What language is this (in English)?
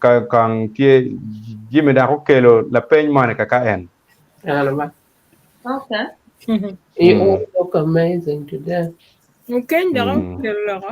Acoli